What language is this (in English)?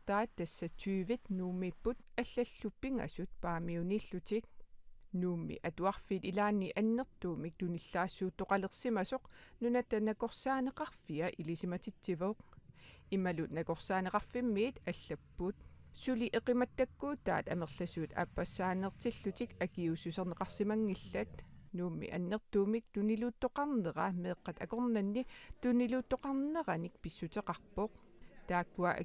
Kalaallisut